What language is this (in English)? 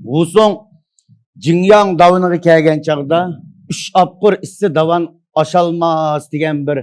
Uyghur